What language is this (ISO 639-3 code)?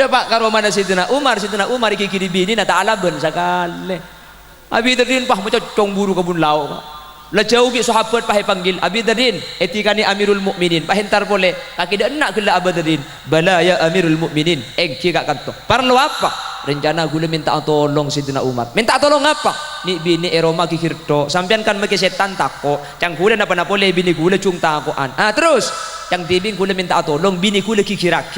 mad